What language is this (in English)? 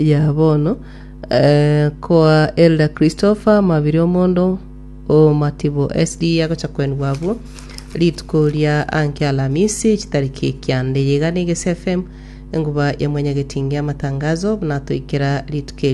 Gusii